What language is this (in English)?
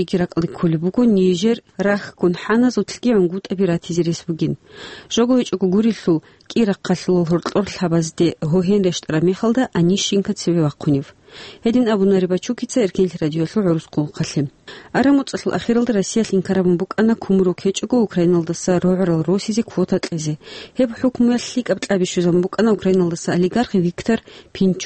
Avaric